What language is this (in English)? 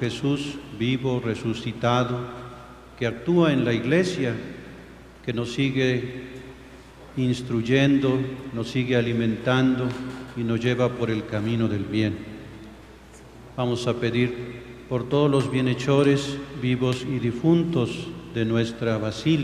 Spanish